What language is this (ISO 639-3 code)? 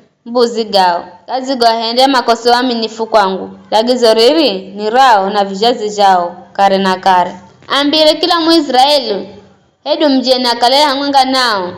nyf